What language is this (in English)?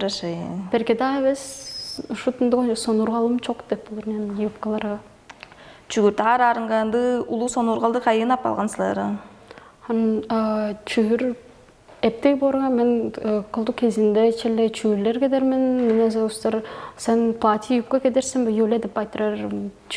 Tuvinian